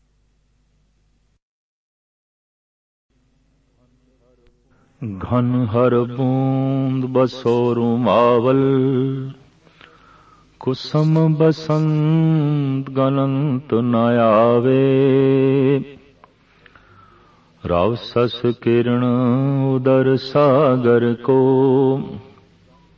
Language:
Punjabi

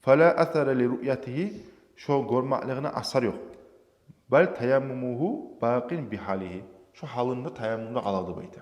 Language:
Kumyk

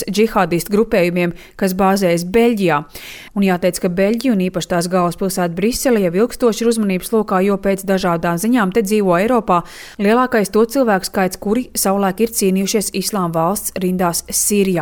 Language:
Latvian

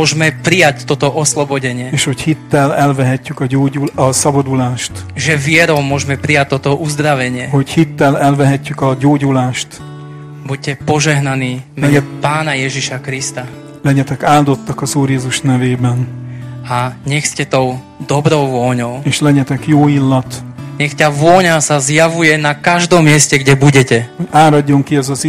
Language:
Slovak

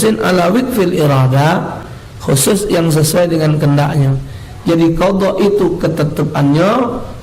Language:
Musi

